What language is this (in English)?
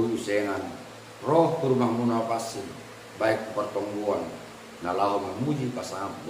Batak Simalungun